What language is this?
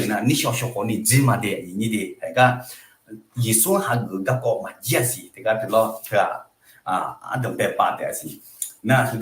Akha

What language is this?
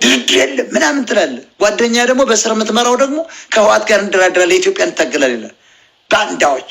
Amharic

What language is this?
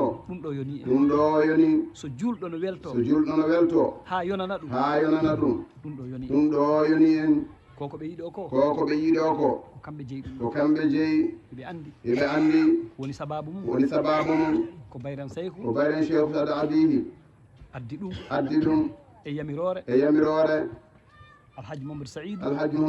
Fula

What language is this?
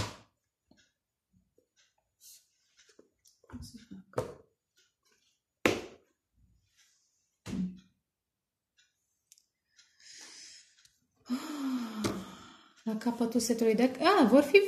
Romanian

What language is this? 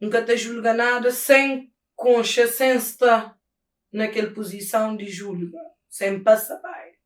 Kabuverdianu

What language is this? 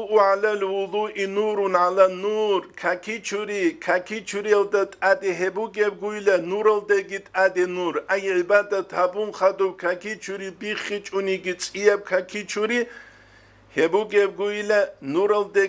Avaric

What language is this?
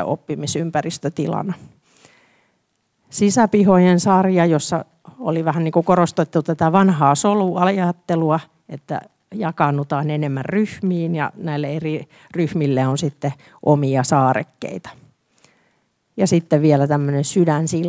Finnish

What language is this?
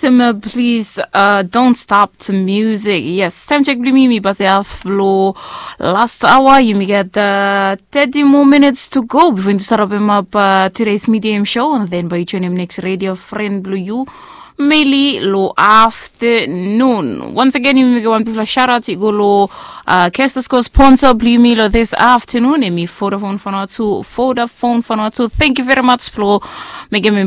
Bislama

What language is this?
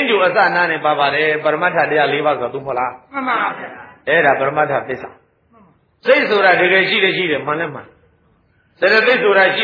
Burmese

